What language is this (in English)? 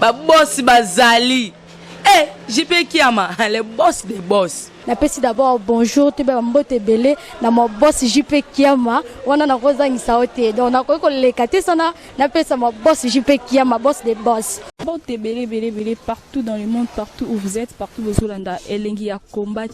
Lingala